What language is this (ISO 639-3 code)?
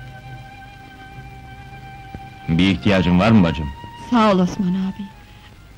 tur